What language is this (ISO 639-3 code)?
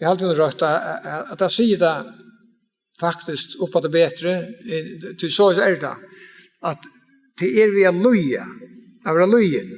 fao